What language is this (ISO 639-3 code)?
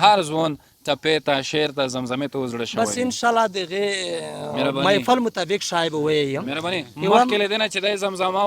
pus